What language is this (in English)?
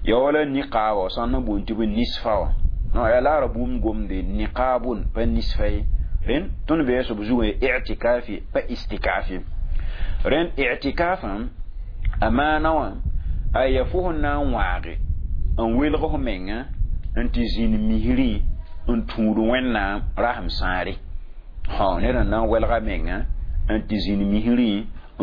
Mossi